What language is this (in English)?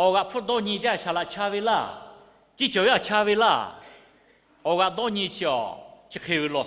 Lahu